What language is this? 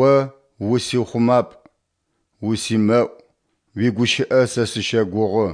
Adyghe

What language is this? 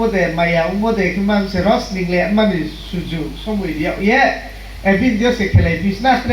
Riang (India)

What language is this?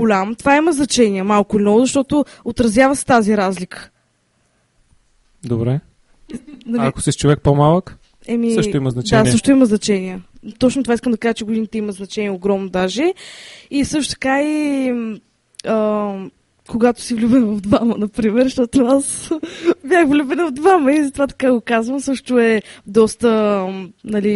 Bulgarian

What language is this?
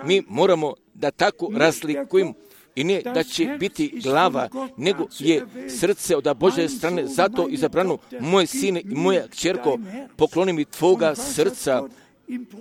Croatian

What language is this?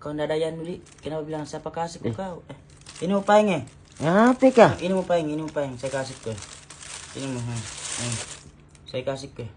Makassar Malay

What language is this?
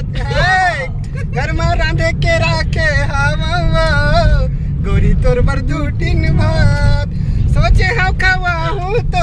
Chhattisgarhi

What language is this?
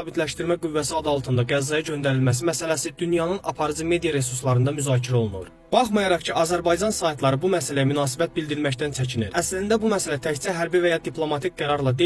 Azerbaijani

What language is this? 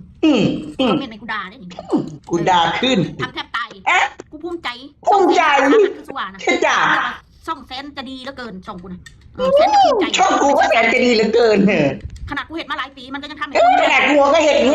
Northeastern Thai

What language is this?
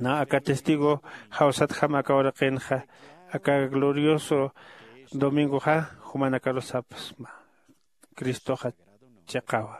Aymara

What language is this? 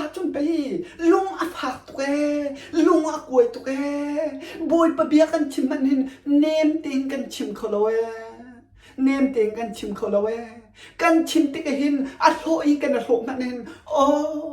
Hakha Chin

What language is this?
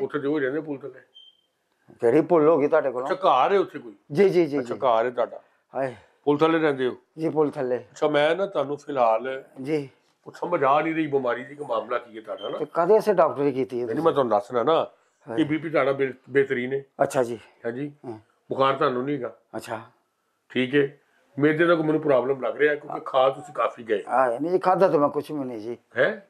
Punjabi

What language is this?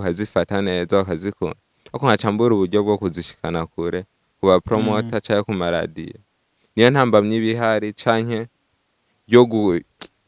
Rundi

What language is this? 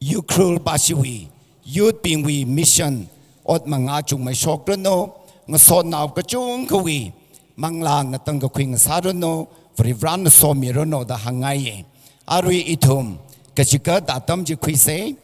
Tangkhul Naga (India)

